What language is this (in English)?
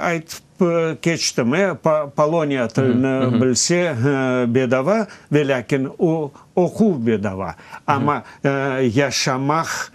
Crimean Tatar